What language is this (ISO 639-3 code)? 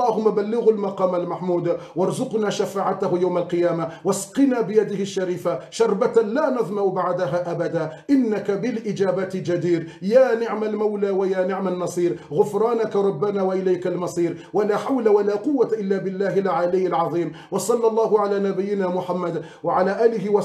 ara